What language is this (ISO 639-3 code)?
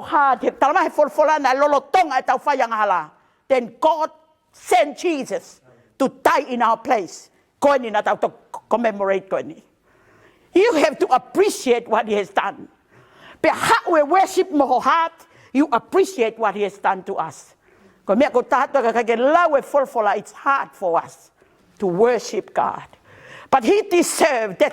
ton